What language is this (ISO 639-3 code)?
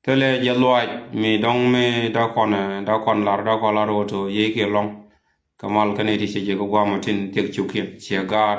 nus